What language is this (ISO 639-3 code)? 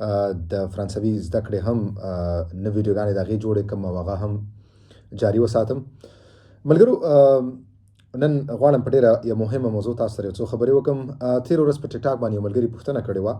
pus